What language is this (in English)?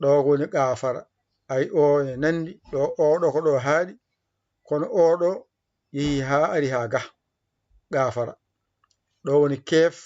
Fula